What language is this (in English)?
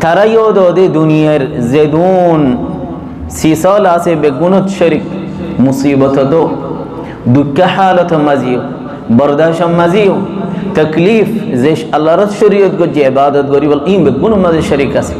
Rohingya